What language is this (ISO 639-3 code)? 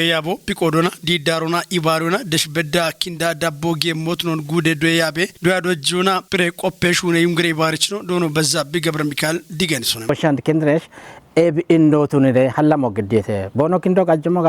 kbr